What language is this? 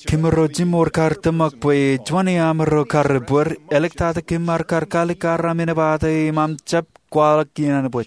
Marshallese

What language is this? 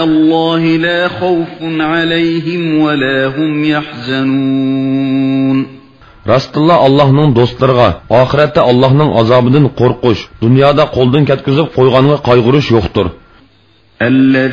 Uyghur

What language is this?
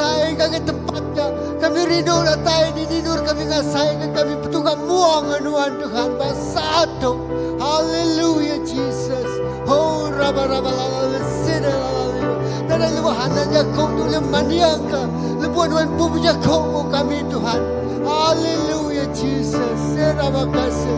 Iban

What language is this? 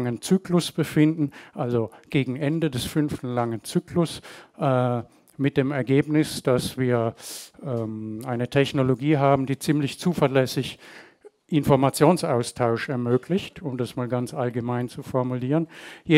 German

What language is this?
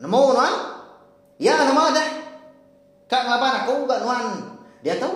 Iban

